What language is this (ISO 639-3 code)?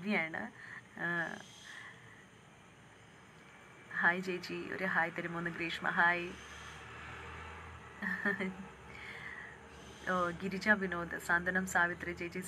mal